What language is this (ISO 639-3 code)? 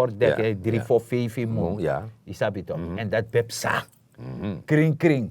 srn